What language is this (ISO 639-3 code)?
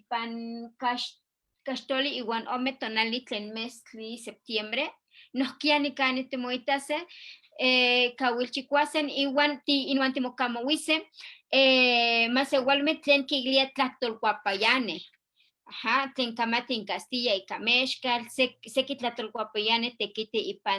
nhe